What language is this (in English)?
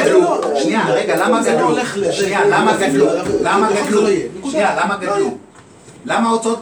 Hebrew